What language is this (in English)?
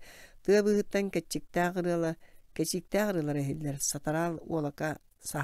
Yakut